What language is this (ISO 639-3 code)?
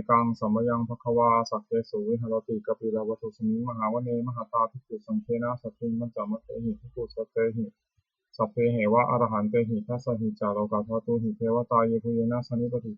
pli